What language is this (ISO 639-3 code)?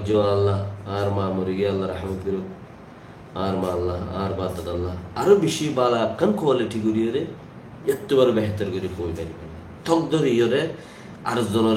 rhg